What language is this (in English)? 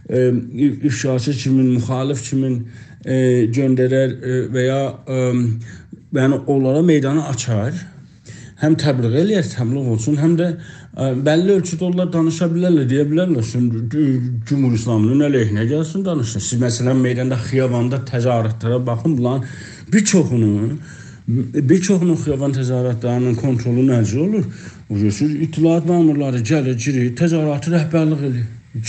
South Azerbaijani